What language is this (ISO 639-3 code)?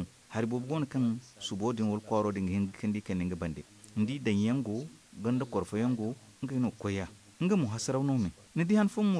dje